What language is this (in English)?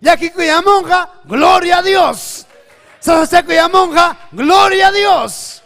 Ayacucho Quechua